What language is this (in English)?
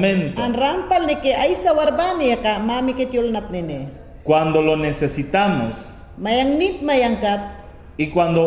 Mayangna